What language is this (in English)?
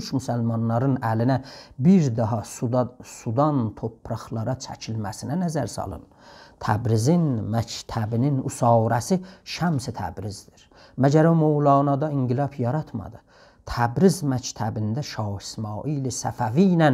South Azerbaijani